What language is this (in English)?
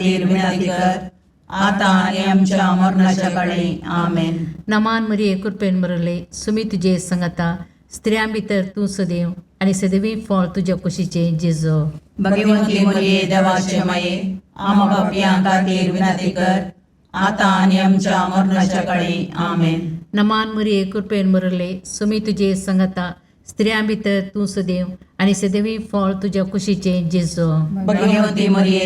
Konkani